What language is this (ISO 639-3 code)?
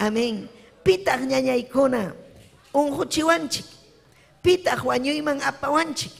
quy